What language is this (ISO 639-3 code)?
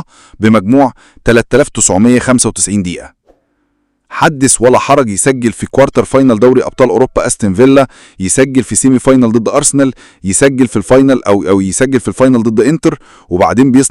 arz